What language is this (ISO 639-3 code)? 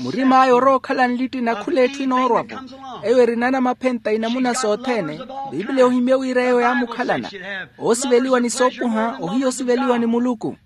vmw